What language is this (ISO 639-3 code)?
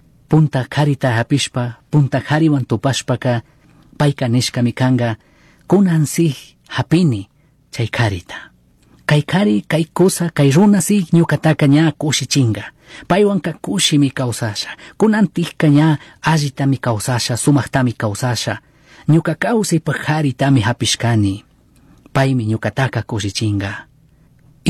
qug